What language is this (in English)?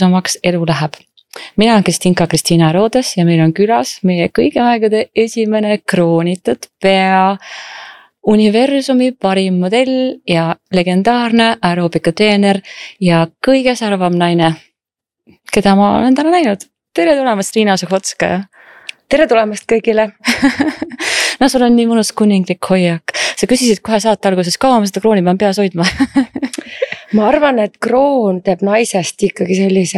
Estonian